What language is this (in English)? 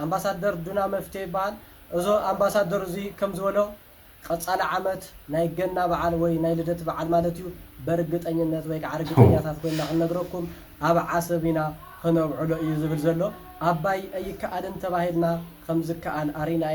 Tigrinya